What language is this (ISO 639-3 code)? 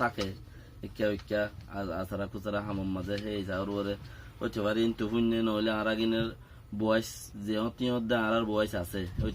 rhg